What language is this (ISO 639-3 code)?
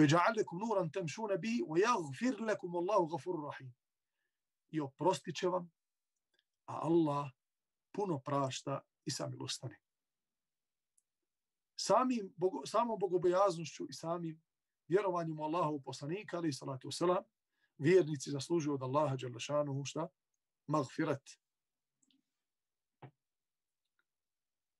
bos